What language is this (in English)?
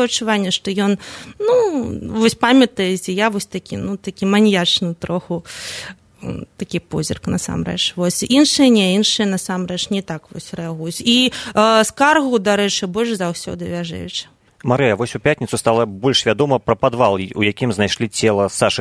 Belarusian